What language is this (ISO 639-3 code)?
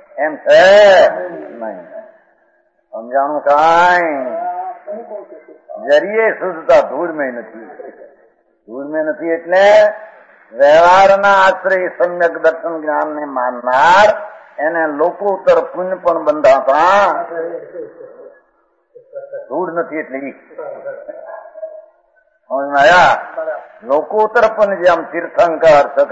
guj